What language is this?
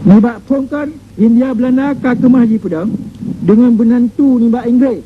Achinese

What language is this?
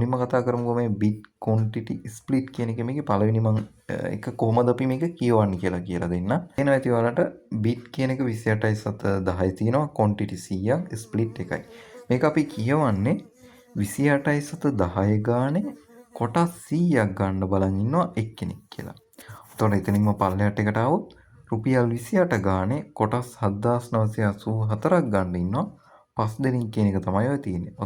Sinhala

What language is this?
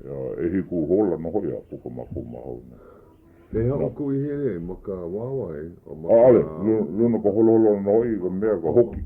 Hawaiian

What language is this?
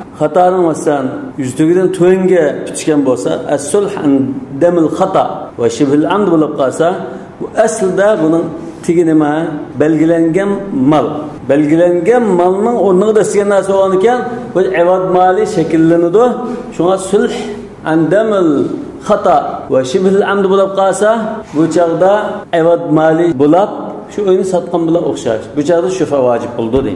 Uyghur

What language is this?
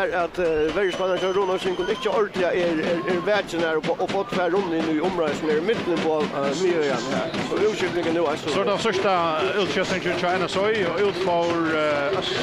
Faroese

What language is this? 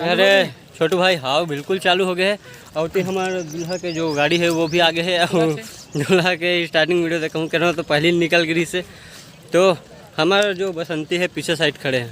Chhattisgarhi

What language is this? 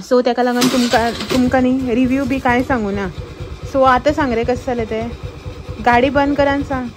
Konkani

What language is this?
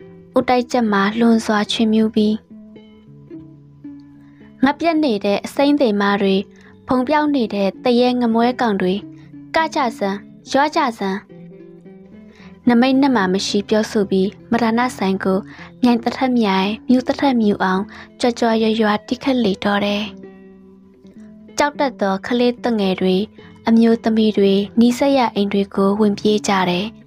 Burmese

